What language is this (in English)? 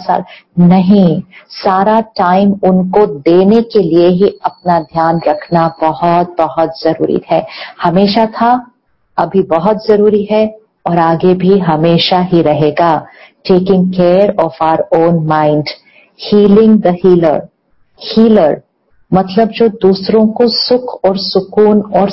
Hindi